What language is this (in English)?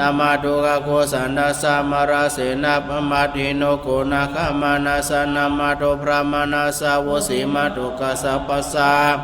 Pali